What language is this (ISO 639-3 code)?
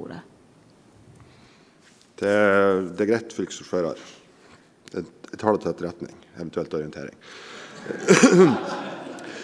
nor